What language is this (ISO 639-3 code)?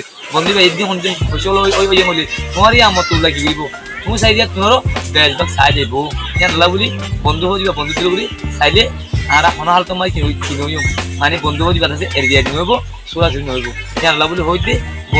rhg